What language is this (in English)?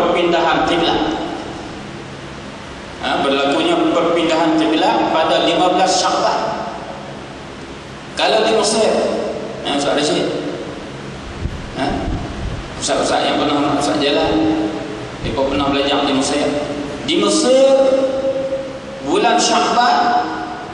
Malay